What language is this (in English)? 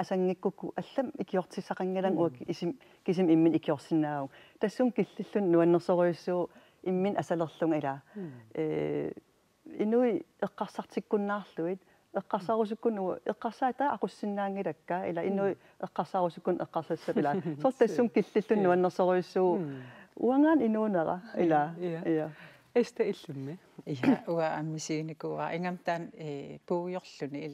Kalaallisut